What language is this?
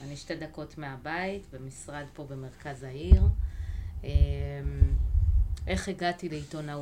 Hebrew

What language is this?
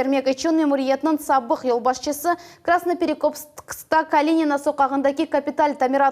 Crimean Tatar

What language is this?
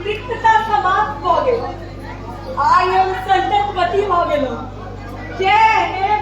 Maithili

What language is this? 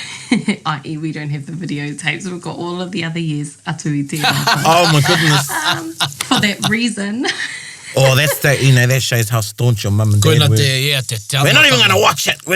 Māori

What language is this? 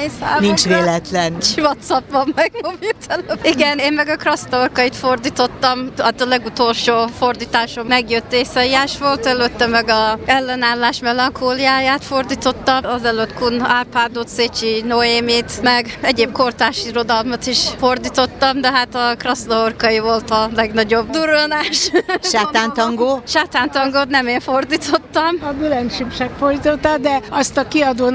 Hungarian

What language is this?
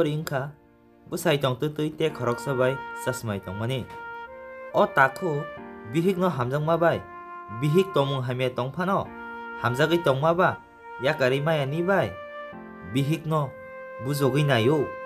Kok Borok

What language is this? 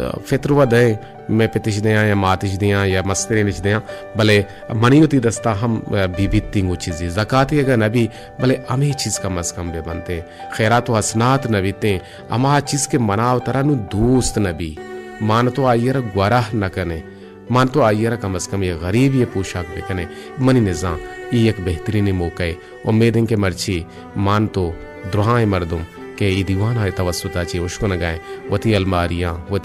Baluchi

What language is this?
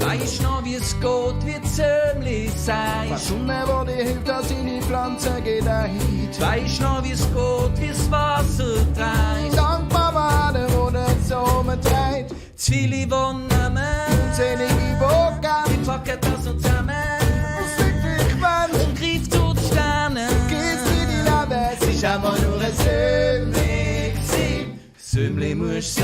Swiss German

